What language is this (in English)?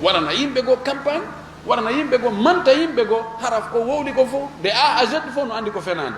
Fula